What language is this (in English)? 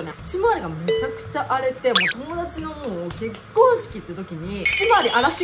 Japanese